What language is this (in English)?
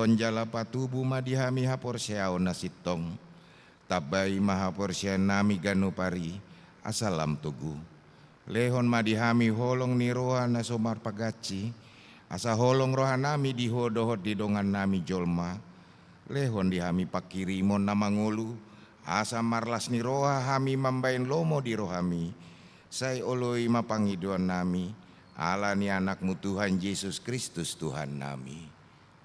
Batak Toba